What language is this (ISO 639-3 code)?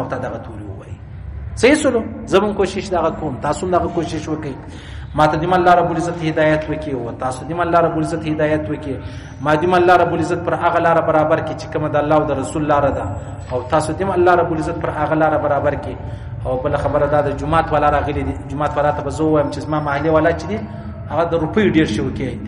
pus